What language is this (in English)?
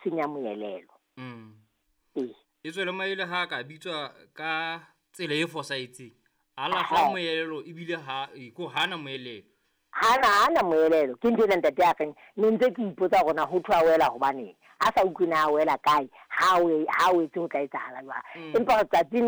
Southern Sotho